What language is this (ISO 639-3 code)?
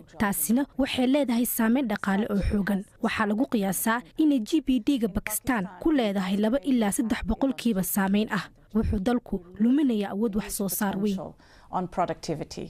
som